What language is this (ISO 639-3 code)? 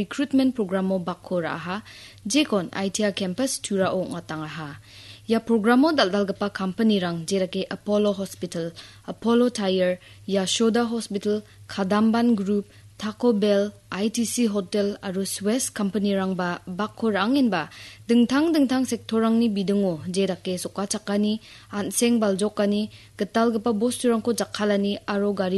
grt